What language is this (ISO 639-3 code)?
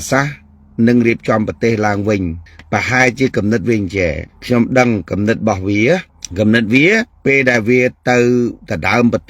khm